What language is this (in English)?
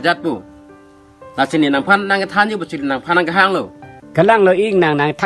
Karbi